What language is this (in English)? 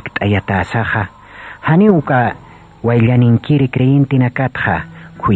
Aymara